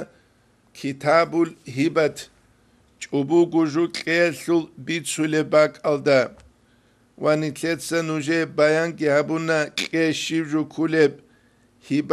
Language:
Avaric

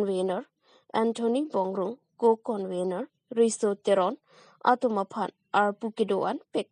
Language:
Karbi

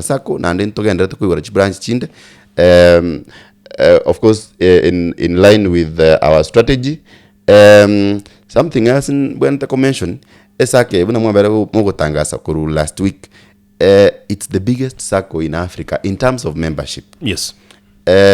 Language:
Gusii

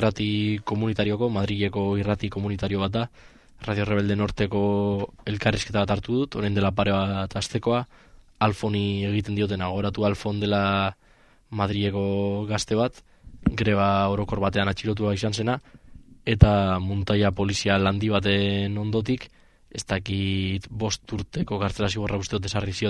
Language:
Basque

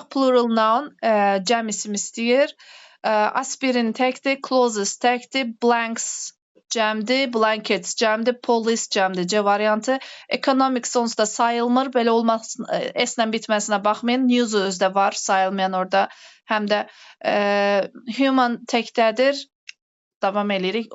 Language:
Azerbaijani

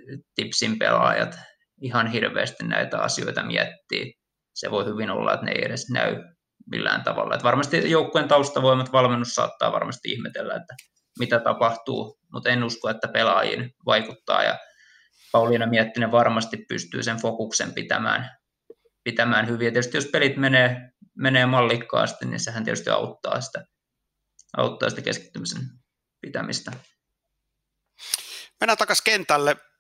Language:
Finnish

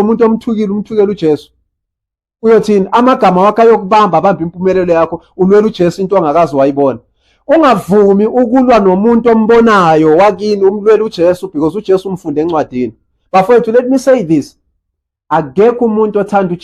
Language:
Zulu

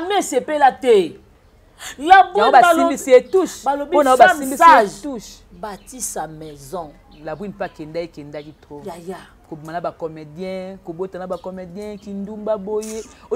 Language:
Lingala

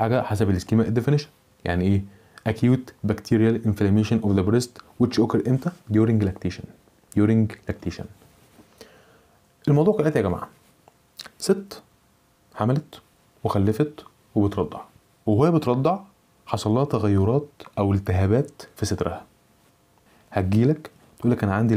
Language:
Egyptian Arabic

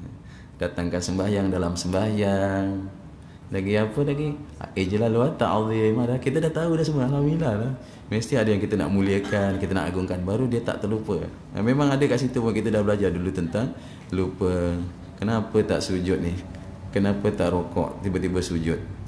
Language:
Malay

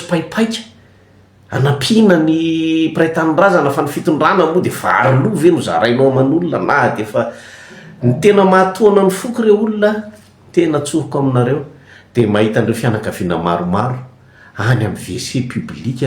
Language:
Malagasy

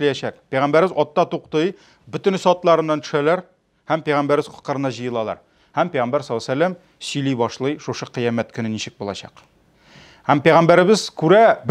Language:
Tatar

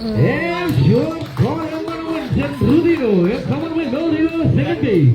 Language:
Marshallese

